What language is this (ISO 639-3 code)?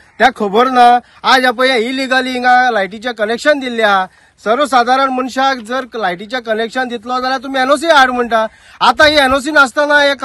kok